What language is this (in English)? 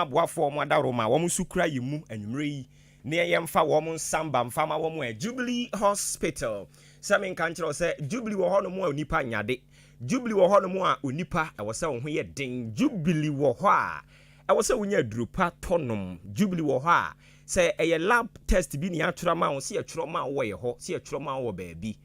Akan